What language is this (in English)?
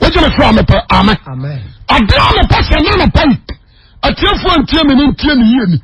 Akan